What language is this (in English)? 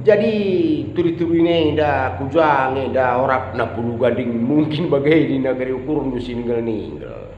Batak Karo